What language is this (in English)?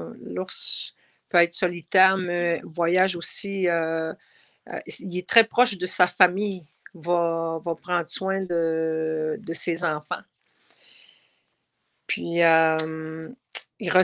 French